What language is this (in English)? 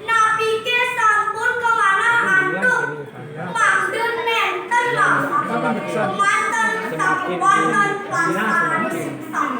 Balinese